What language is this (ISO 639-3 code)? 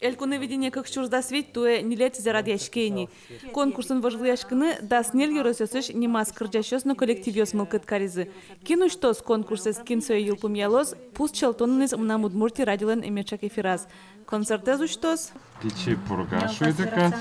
udm